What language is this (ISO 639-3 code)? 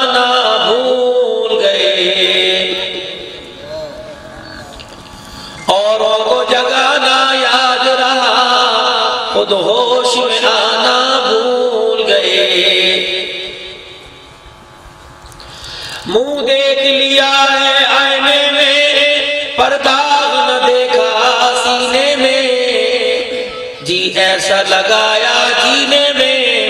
urd